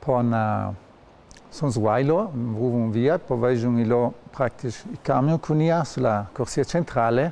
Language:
Ladin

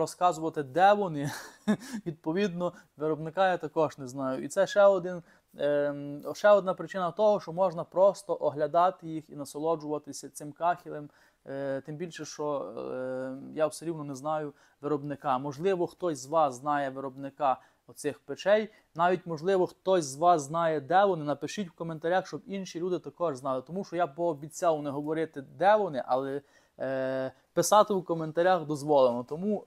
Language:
Ukrainian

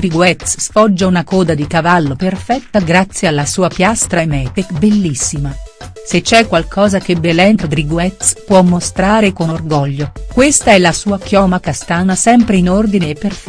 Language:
Italian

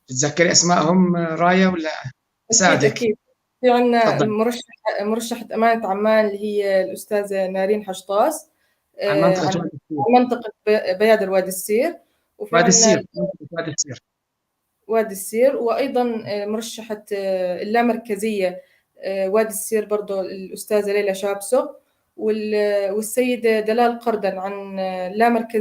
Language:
North Levantine Arabic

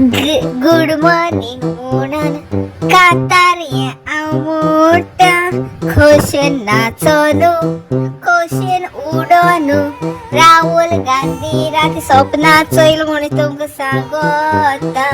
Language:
Konkani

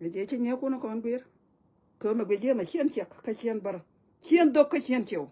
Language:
Nuer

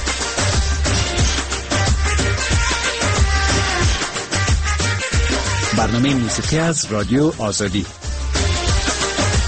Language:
Persian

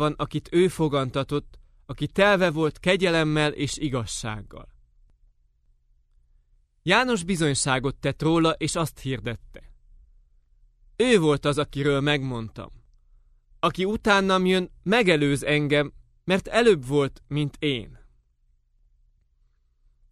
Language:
Hungarian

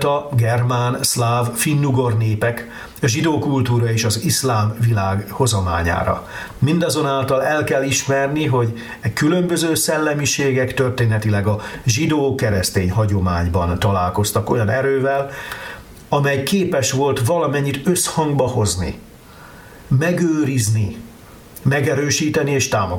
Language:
Hungarian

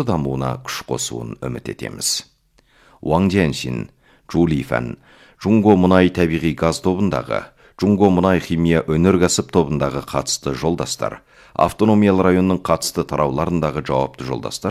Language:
Kazakh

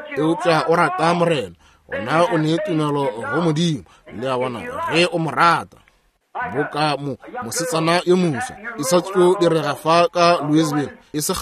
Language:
Northern Sotho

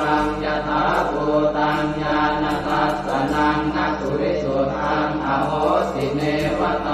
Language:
Pali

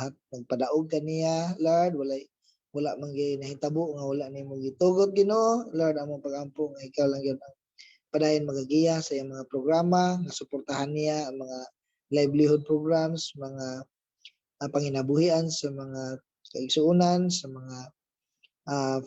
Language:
Cebuano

